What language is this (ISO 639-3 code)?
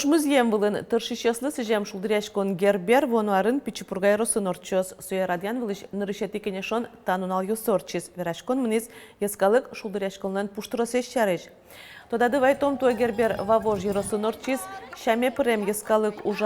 udm